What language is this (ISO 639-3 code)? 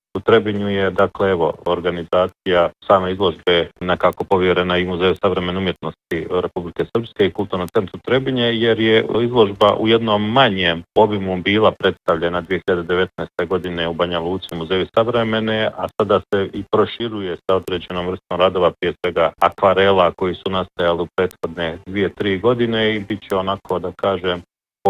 bos